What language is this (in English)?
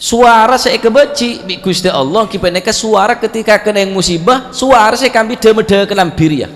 Madurese